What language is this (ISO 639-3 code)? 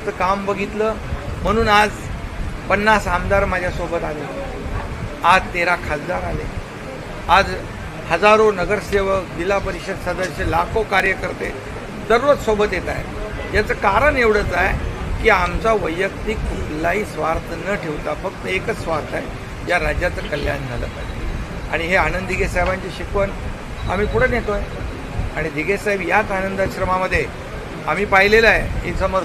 mar